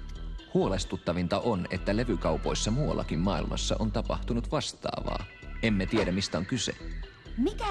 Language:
Finnish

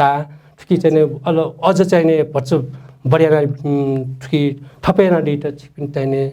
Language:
Newari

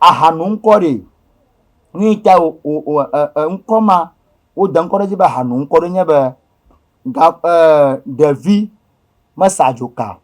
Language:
Ewe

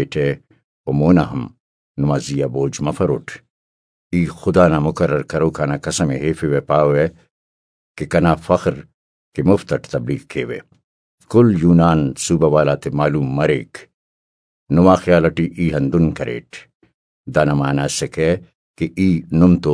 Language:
Brahui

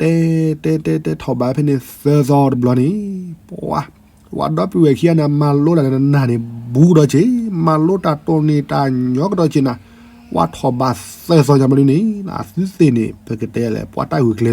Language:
S'gaw Karen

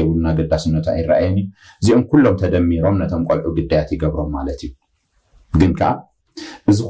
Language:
Tigrinya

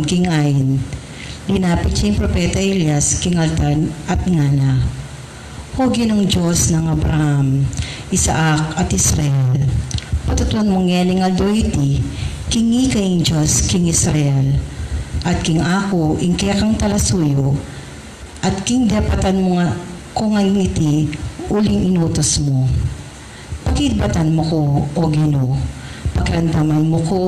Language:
Pampanga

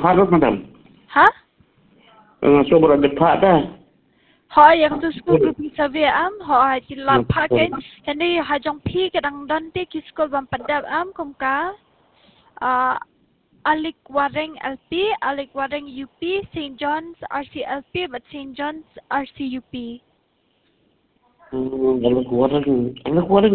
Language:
Khasi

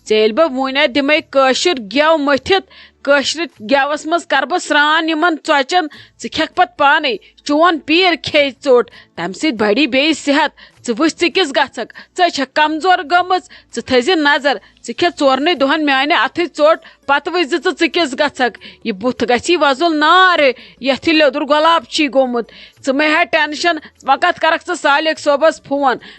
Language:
Kashmiri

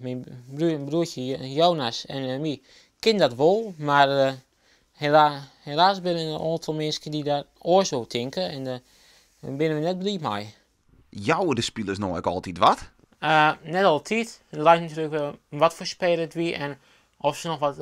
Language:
Western Frisian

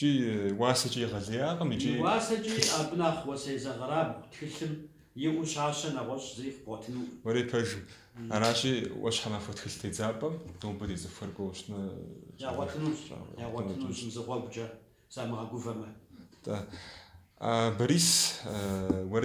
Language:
Kabardian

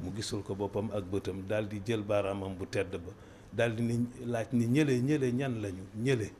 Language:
Wolof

